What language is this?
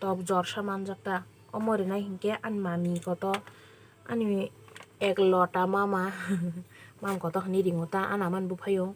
Kok Borok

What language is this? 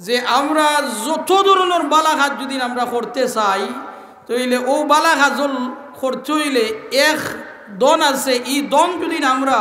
Sylheti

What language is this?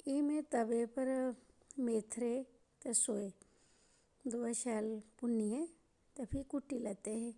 Dogri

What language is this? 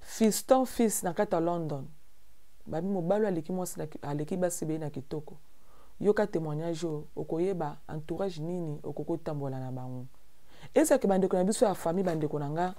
Lingala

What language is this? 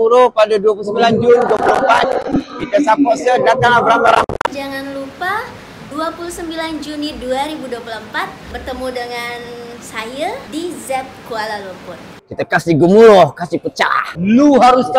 Malay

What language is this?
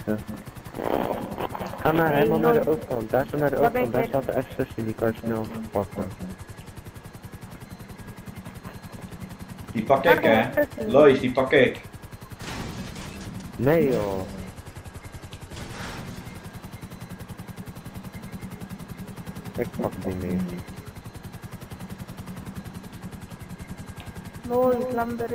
Dutch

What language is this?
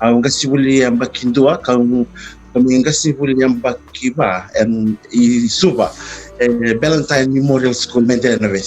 Fijian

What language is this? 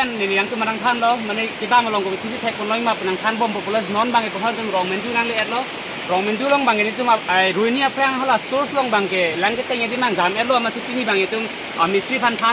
Karbi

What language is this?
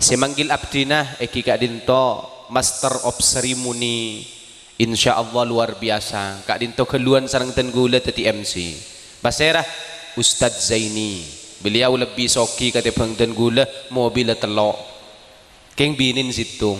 Madurese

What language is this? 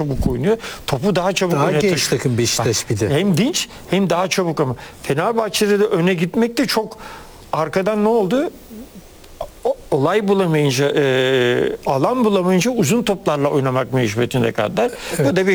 Turkish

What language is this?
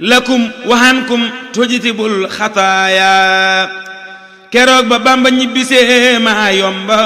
Wolof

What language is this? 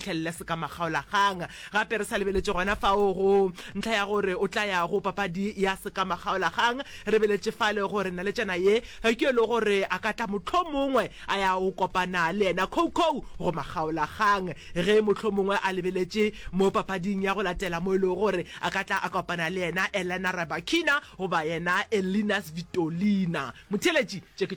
Northern Sotho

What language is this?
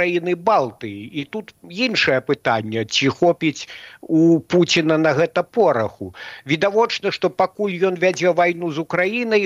Belarusian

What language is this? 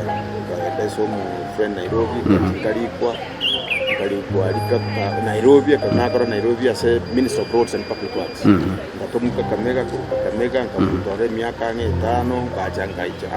Gusii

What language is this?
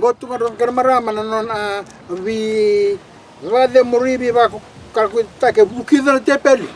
Fijian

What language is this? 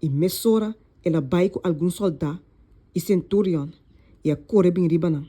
Papiamento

